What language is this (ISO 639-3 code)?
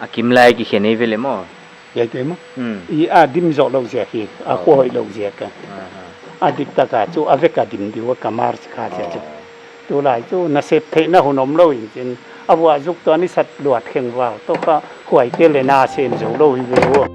pck